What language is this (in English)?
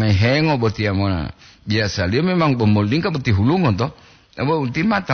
Gorontalo